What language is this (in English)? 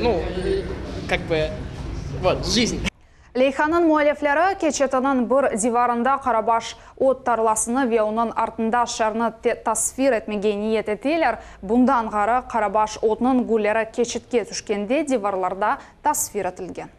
Crimean Tatar